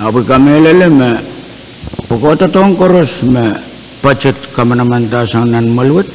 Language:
Pohnpeian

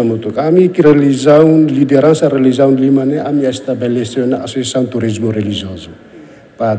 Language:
Tetum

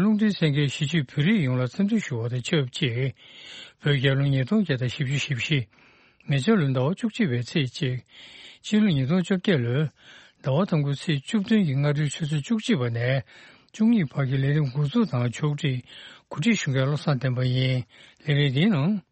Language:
Tibetan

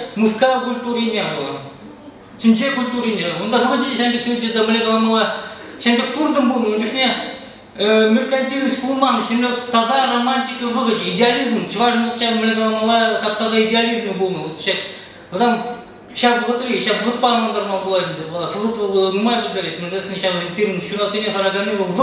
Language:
Chuvash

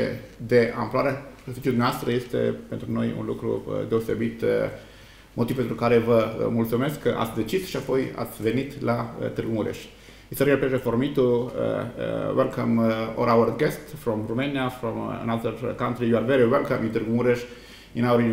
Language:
Romanian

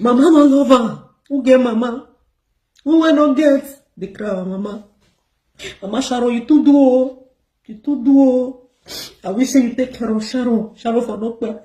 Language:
Nigerian Pidgin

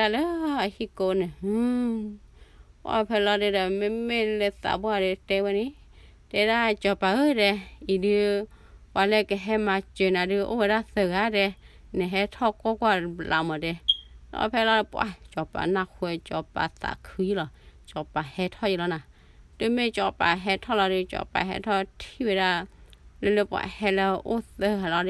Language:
S'gaw Karen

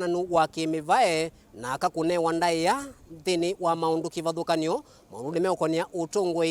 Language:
Kamba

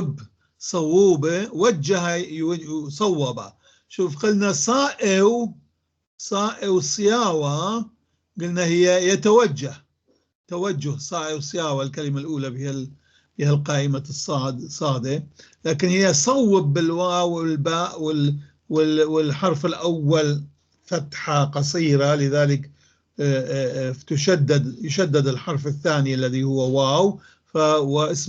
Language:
North Levantine Arabic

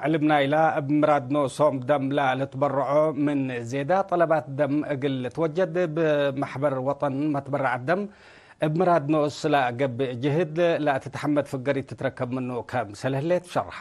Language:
Tigre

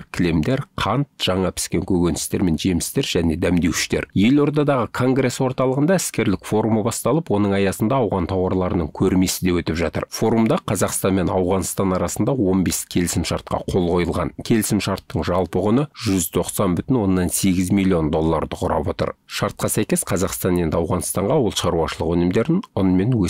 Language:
Kazakh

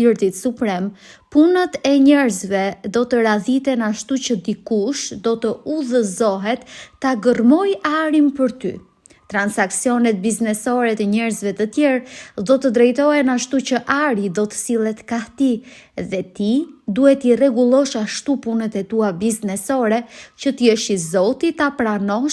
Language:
Albanian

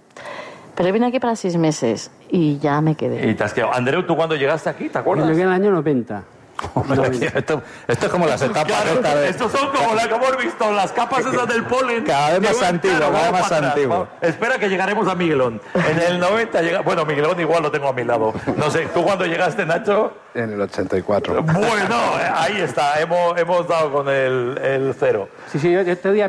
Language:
Spanish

